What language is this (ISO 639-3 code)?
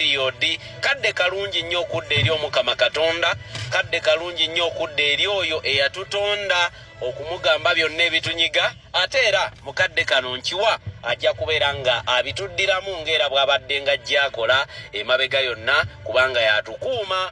lug